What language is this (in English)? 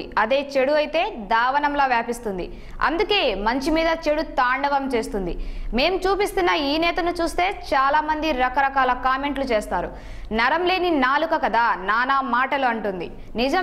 Telugu